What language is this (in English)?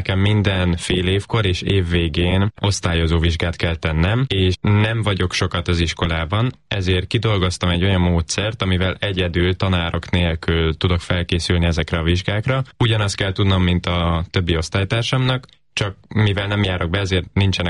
Hungarian